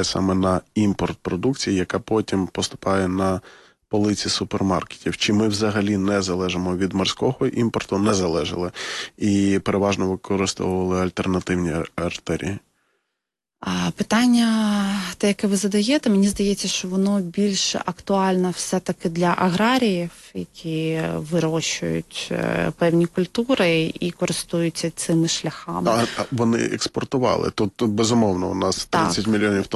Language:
Ukrainian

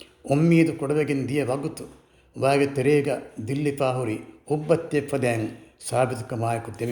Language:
Divehi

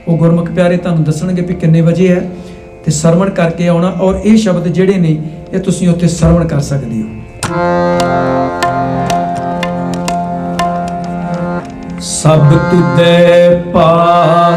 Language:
Punjabi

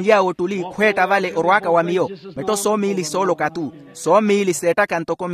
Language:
Makhuwa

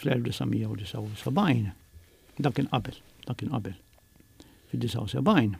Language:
Maltese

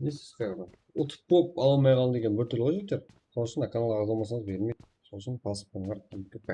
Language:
Kara-Kalpak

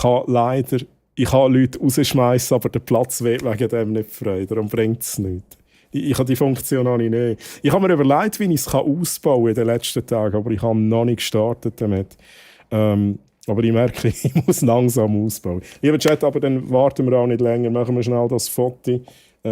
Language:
Swiss German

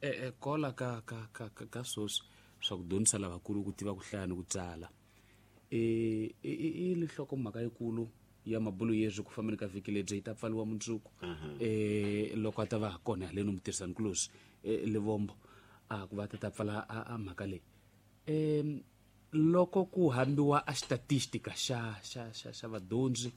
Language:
Tsonga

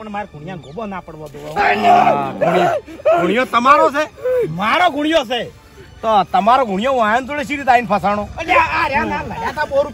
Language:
Gujarati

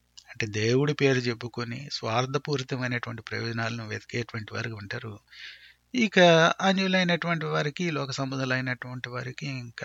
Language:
Telugu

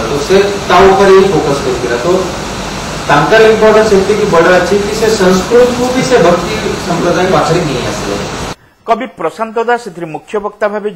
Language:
Odia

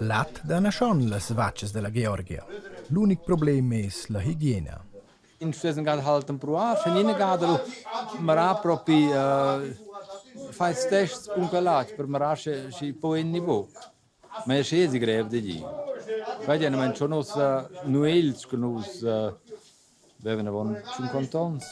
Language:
Romansh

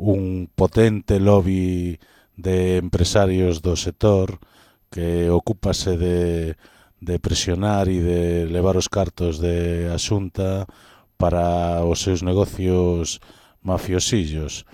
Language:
Galician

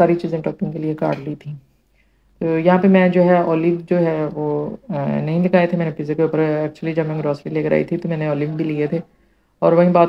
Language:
Urdu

